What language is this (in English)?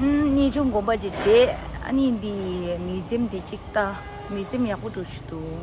Tibetan